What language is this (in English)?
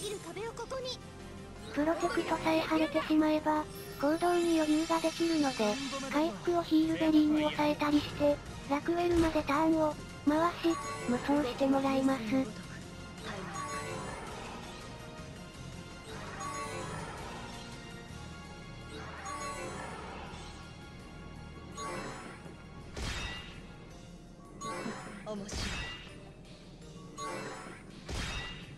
Japanese